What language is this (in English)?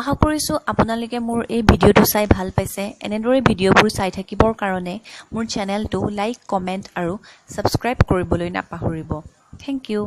Assamese